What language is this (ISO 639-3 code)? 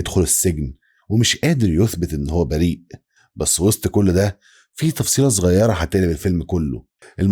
arz